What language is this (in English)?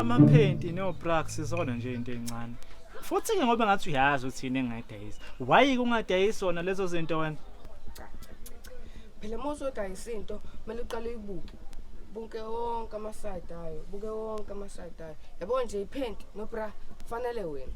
Zulu